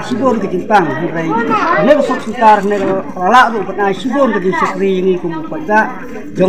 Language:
Khasi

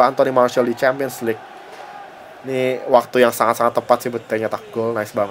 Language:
Indonesian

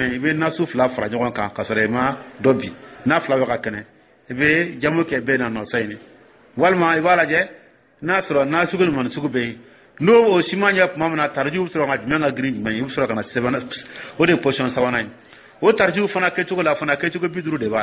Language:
Dyula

